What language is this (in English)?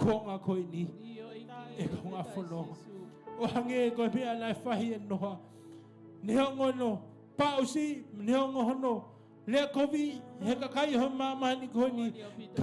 Tongan